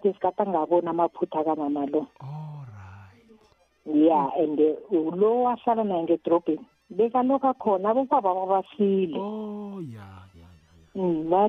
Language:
South Ndebele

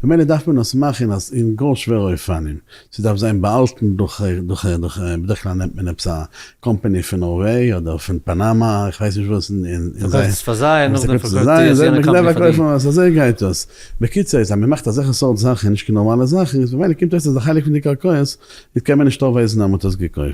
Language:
Yiddish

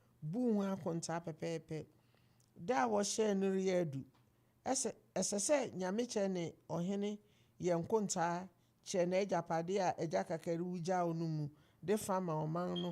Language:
Akan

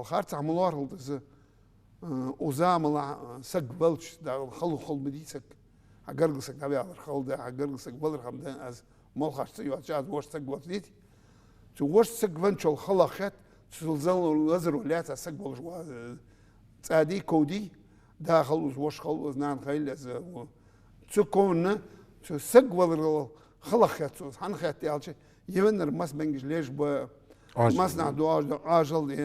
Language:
Ingush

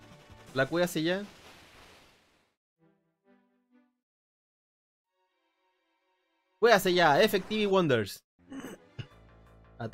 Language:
Spanish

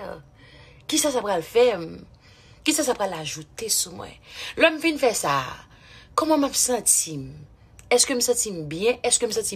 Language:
Haitian Creole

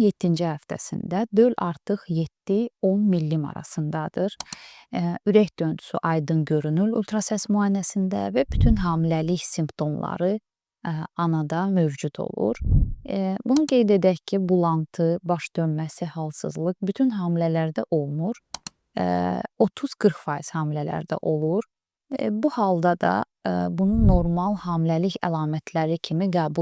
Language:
Azerbaijani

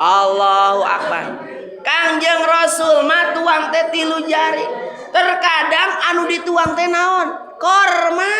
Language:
Sundanese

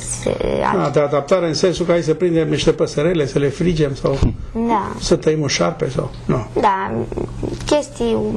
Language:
Romanian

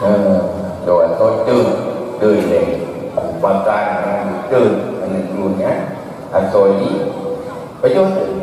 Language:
Achinese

